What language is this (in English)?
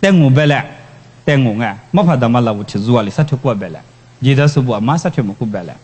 Lisu